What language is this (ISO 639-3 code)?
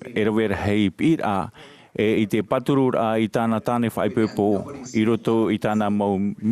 tah